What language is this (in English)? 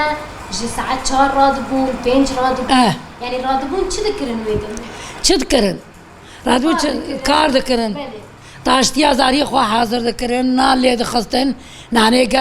Kurdish